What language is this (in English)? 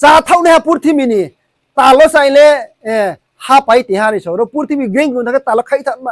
Riang (India)